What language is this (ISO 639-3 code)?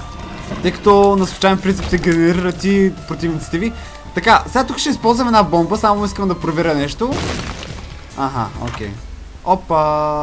bul